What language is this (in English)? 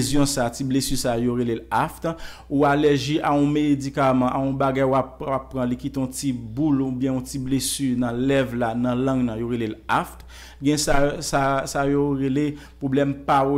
Haitian Creole